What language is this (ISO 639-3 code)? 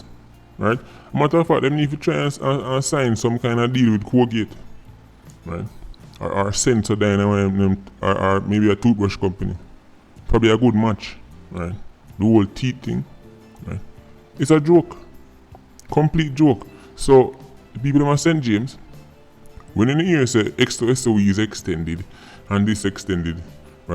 jam